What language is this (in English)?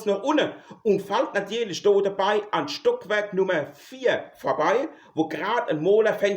Palatine German